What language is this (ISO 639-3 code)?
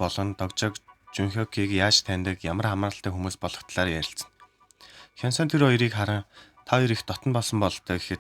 mon